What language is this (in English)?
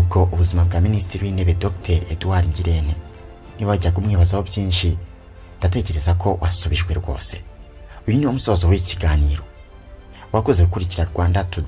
Kinyarwanda